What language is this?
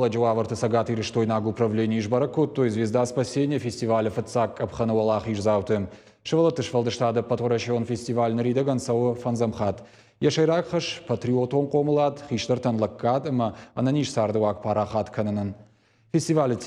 Ossetic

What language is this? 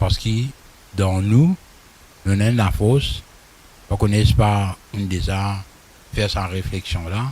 Morisyen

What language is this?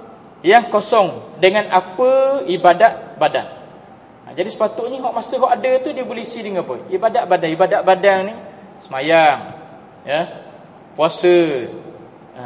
Malay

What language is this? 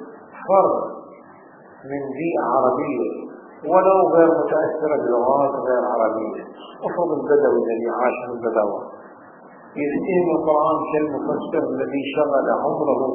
Arabic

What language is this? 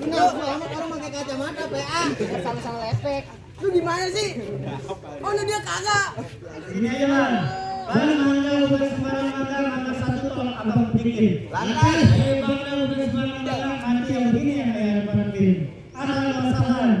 Betawi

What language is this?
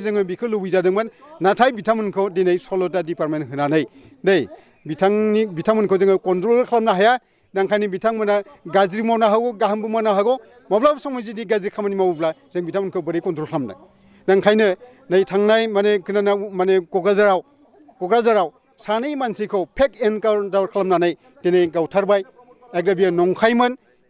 Bodo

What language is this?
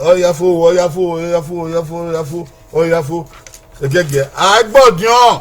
Bini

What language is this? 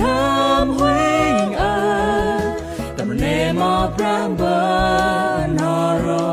Central Mnong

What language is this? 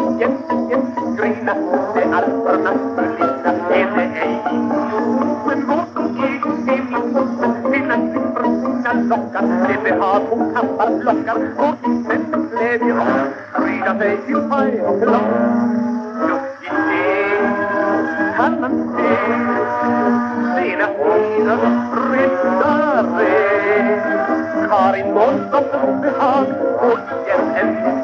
Swedish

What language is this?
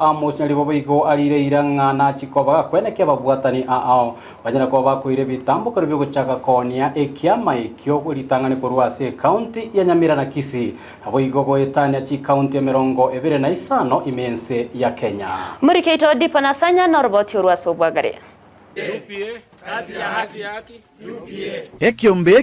Gusii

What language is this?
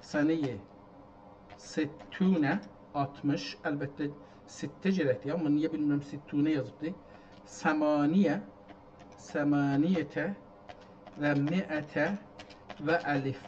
South Azerbaijani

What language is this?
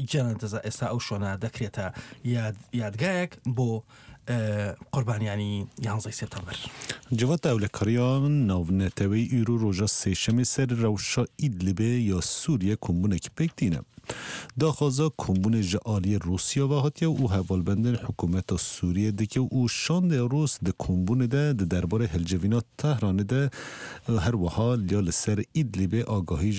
Central Kurdish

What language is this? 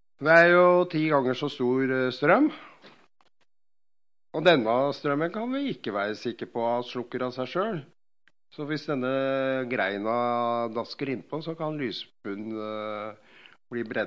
Norwegian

